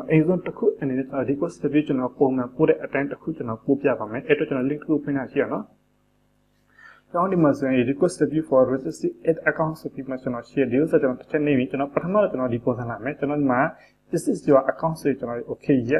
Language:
Burmese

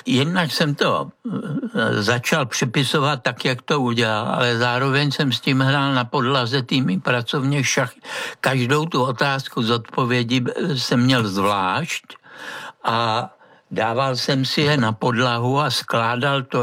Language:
Czech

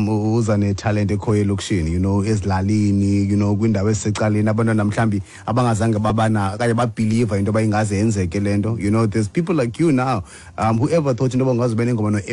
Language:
Xhosa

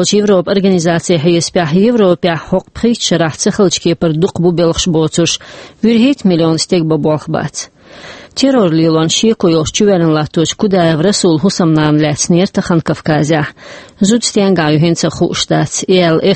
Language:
Chechen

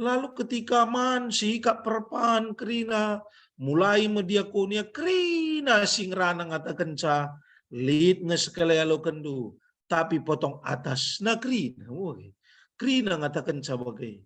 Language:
Batak Karo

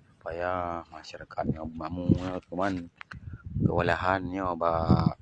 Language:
Achinese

